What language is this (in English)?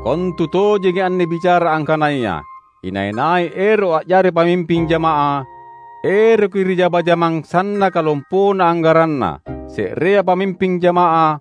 Makasar